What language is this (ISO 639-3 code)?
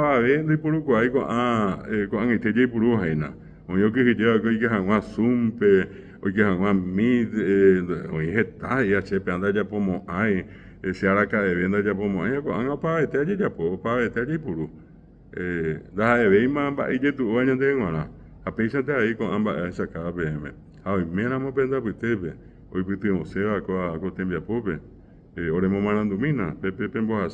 grn